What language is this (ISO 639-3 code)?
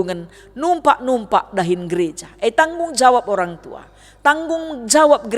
btx